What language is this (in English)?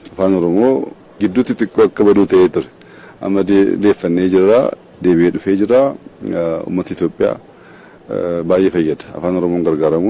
Oromo